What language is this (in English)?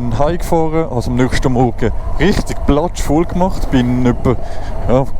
Swiss German